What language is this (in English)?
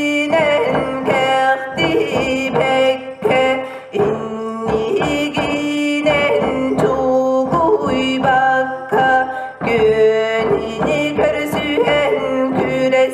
Yakut